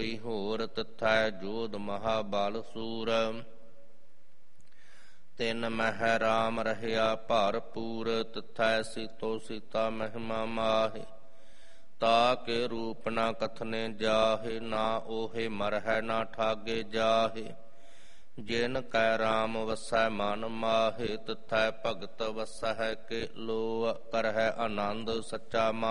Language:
Punjabi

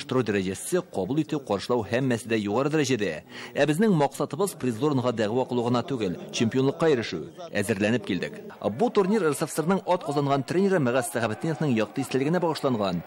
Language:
Tatar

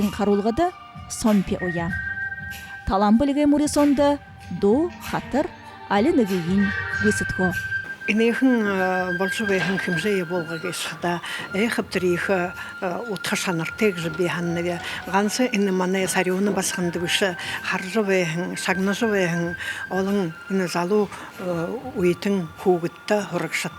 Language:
Buriat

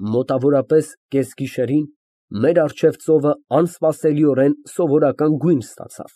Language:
Armenian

